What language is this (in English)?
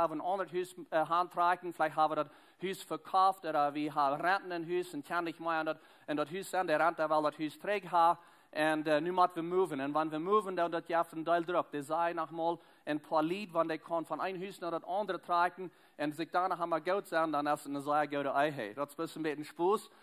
Plautdietsch